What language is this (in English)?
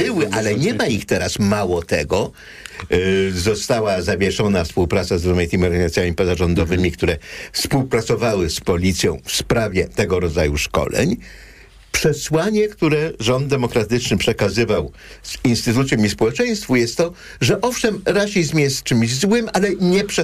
Polish